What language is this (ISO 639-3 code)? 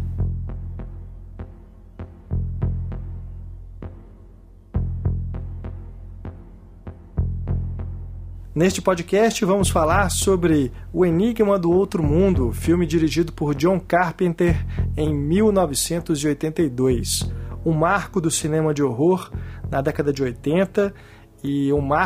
por